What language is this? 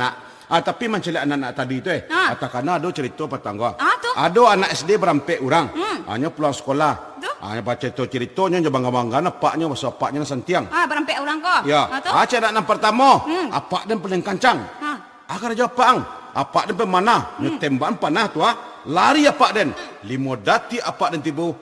Minangkabau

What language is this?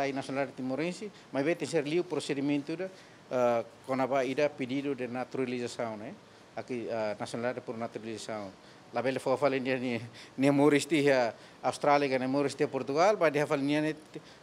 Tetum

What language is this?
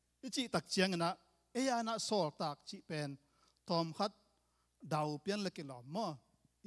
Tedim Chin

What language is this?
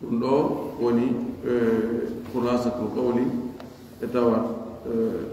Pular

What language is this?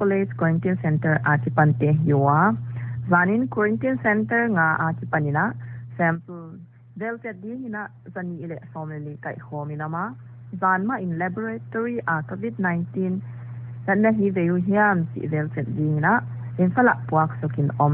Paite Chin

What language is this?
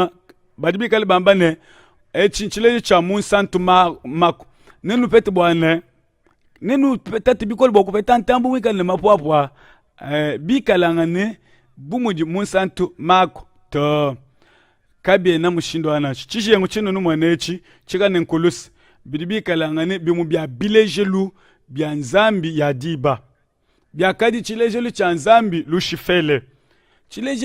Luba-Lulua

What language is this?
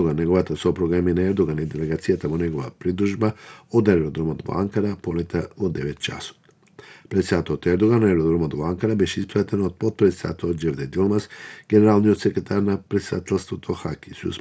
Macedonian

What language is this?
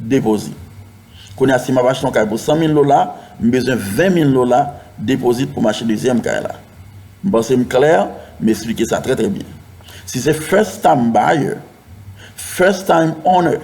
Haitian Creole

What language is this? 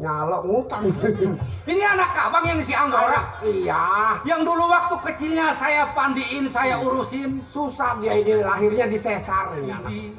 Betawi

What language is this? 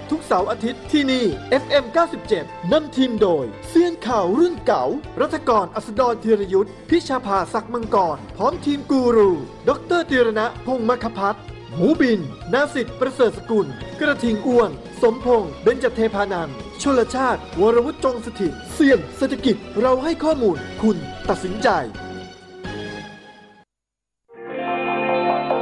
Thai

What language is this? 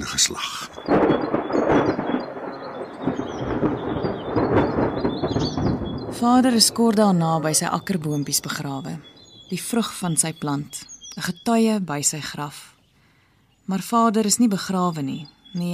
Afrikaans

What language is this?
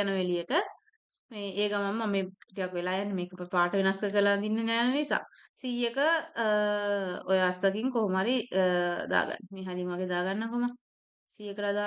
Sinhala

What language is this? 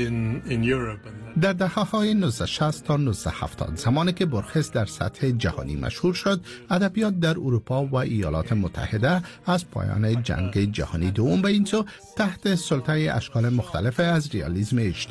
Persian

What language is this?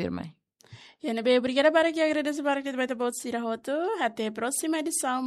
Tetum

